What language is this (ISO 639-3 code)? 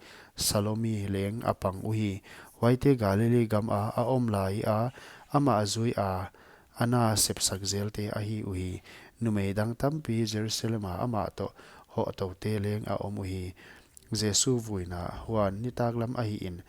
pck